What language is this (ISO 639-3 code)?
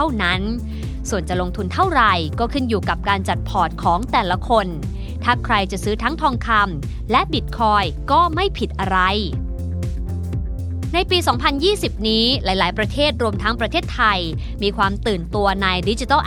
tha